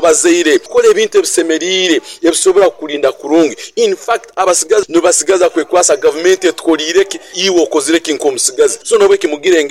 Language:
Nyoro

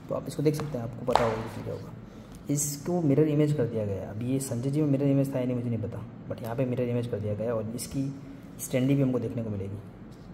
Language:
Hindi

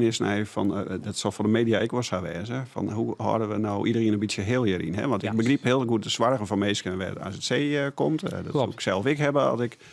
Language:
Western Frisian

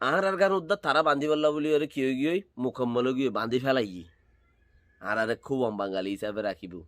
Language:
Rohingya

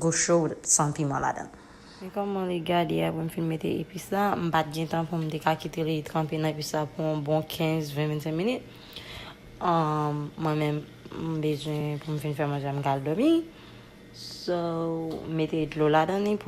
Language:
Haitian Creole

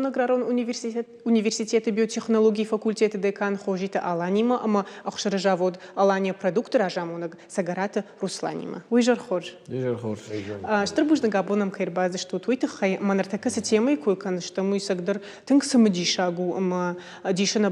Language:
Ossetic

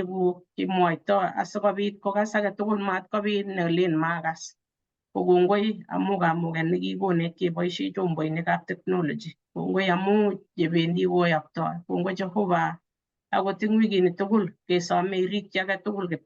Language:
Kalenjin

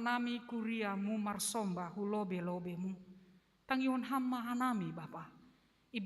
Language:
Batak Simalungun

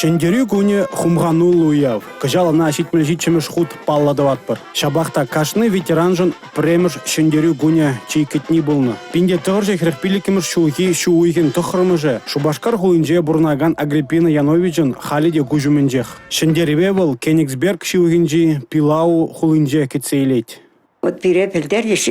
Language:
Chuvash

